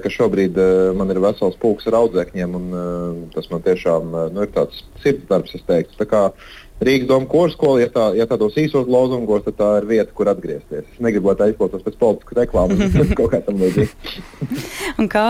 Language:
Latvian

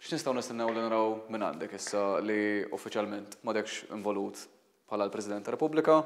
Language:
Maltese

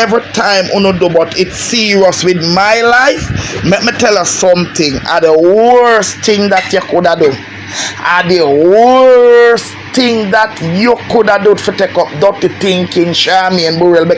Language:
Jamaican Creole English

